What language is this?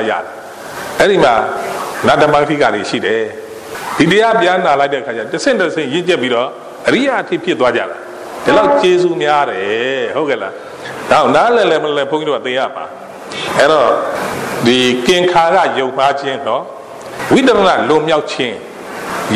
Burmese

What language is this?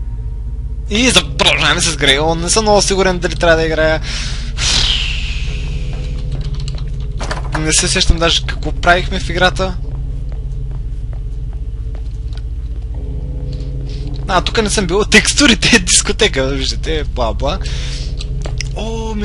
Bulgarian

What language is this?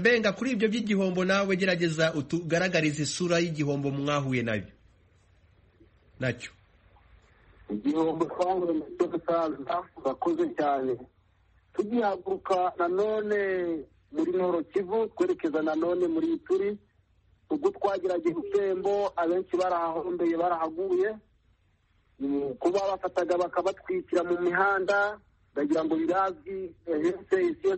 Kinyarwanda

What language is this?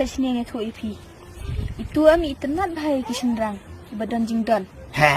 Khasi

